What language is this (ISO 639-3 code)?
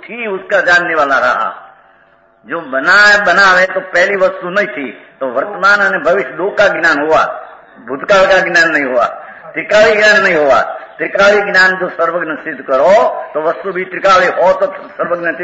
hin